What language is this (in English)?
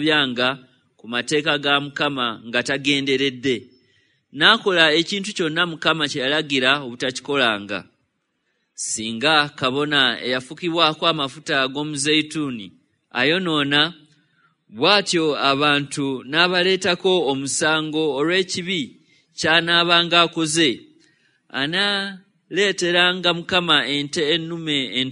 Ganda